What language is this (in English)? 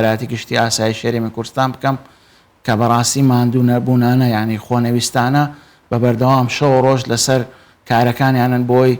Central Kurdish